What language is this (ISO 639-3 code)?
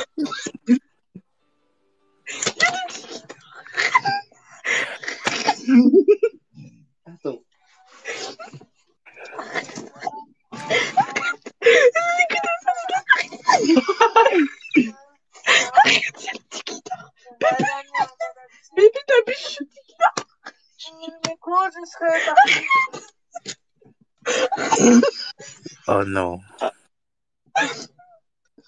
fra